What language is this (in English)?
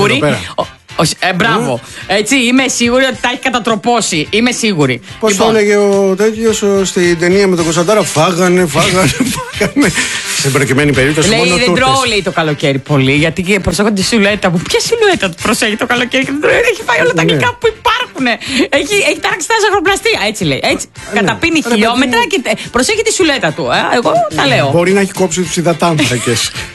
Greek